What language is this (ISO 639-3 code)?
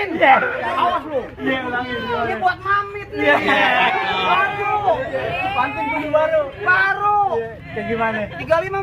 bew